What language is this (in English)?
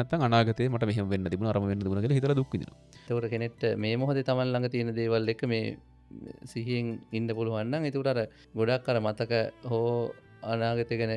Sinhala